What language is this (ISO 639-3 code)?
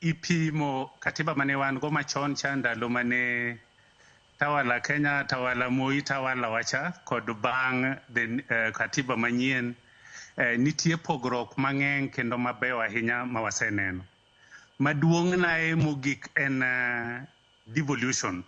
luo